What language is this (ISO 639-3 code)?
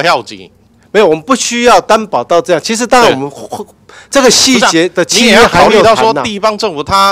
zho